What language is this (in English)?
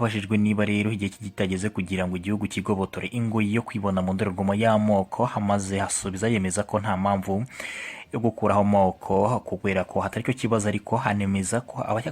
Kinyarwanda